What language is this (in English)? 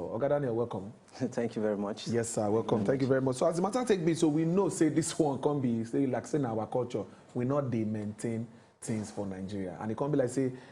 Nigerian Pidgin